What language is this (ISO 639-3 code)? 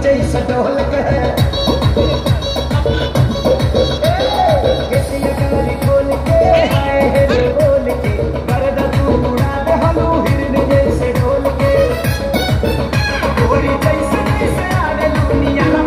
bho